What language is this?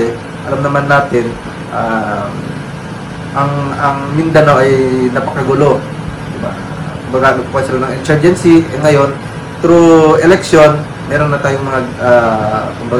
Filipino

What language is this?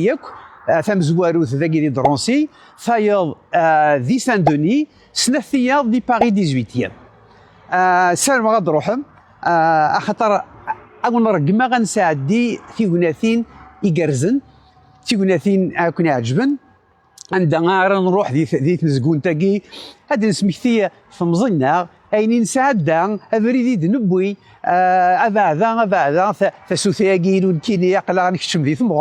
Kabyle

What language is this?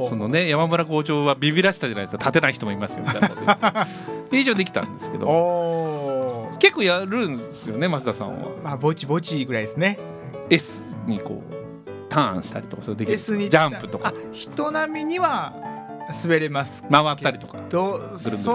Japanese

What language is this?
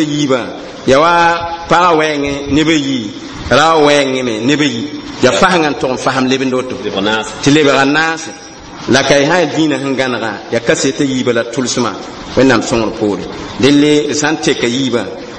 Mossi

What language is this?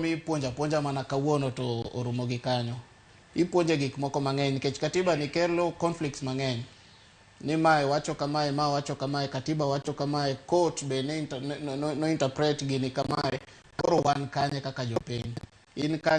Luo (Kenya and Tanzania)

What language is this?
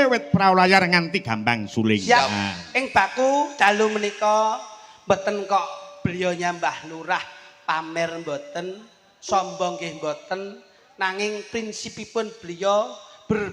Javanese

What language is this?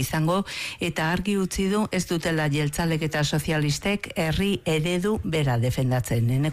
Basque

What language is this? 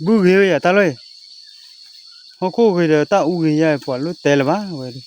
S'gaw Karen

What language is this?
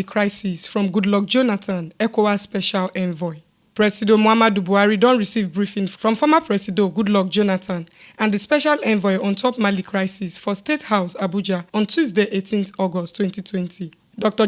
Nigerian Pidgin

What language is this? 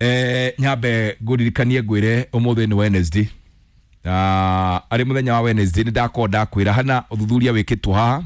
Kikuyu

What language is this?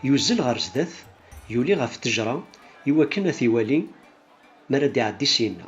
Kabyle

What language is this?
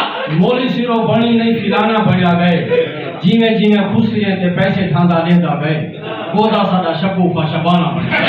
Saraiki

